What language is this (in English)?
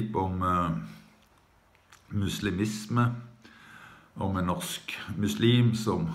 Norwegian